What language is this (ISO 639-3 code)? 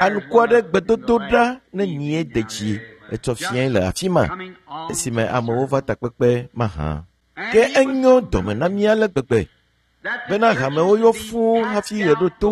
ewe